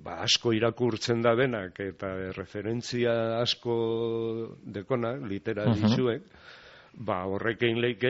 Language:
Basque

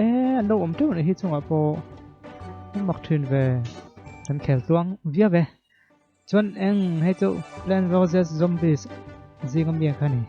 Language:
Mizo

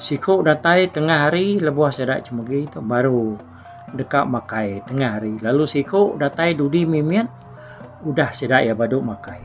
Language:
Iban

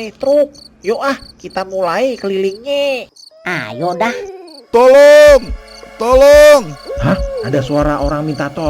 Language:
Betawi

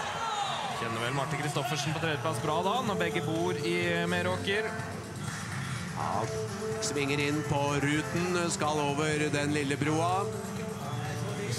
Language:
Norwegian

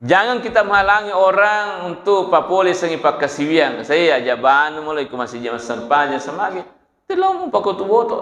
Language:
Buginese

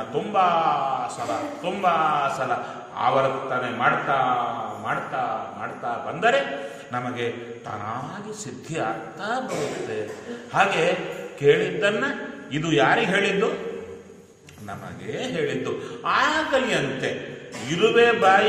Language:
Kannada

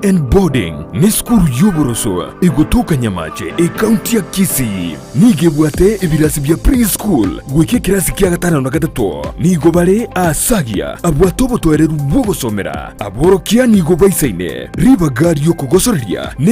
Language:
Gusii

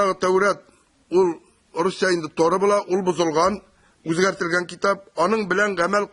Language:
Tatar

